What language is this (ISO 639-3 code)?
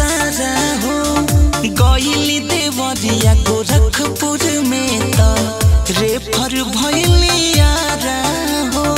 bho